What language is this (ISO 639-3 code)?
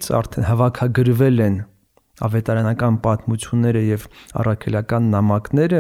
hye